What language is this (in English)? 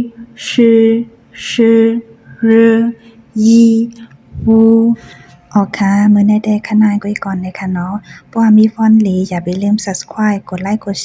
Shan